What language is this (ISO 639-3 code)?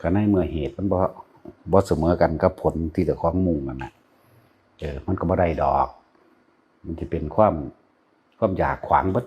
tts